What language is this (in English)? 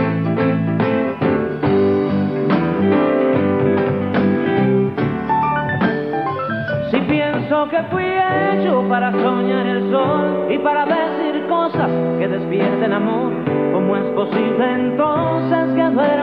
Spanish